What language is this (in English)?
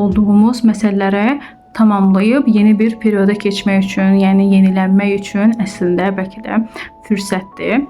Azerbaijani